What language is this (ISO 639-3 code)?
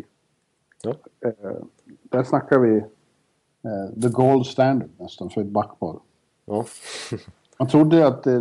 swe